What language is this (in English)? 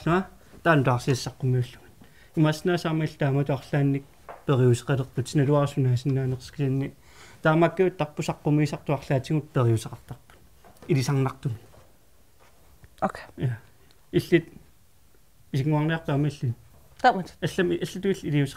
Kalaallisut